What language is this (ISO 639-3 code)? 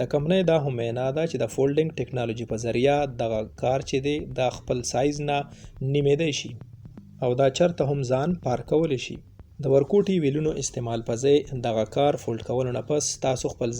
pus